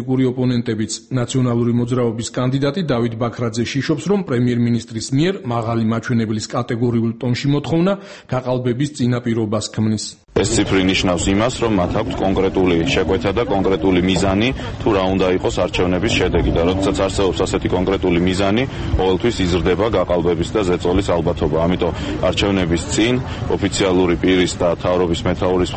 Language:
Georgian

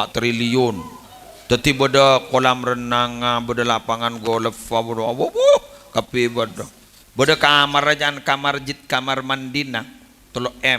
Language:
Madurese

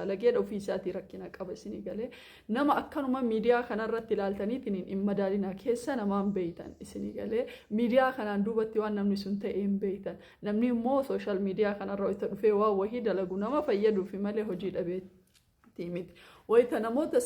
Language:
Oromo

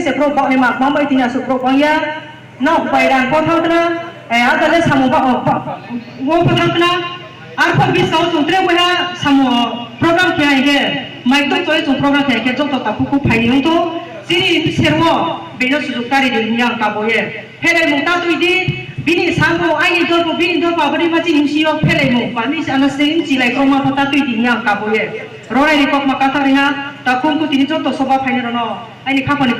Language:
Riang (India)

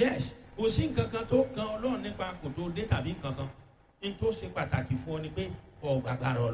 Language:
Yoruba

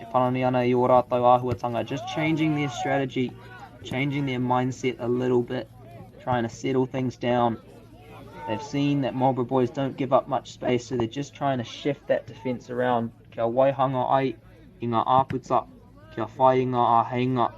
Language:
Māori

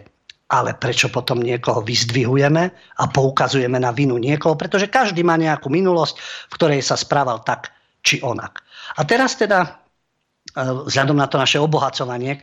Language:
Slovak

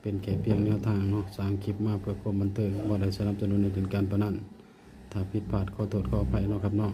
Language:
Northeastern Thai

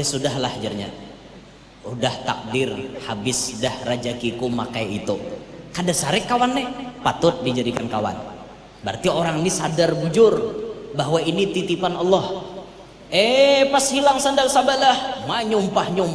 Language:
Banjar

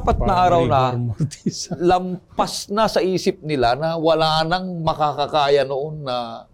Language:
Filipino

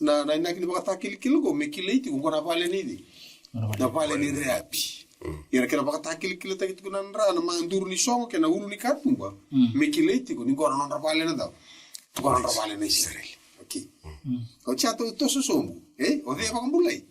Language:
Fijian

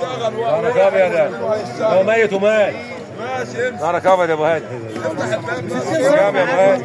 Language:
Egyptian Arabic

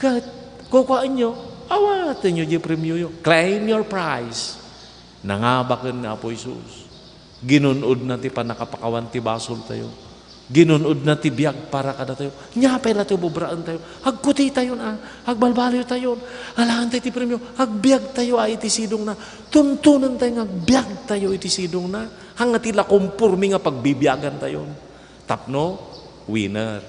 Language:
Iloko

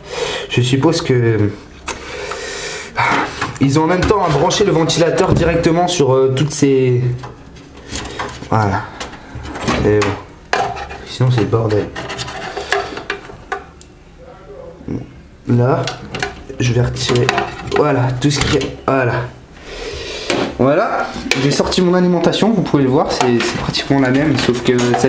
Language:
French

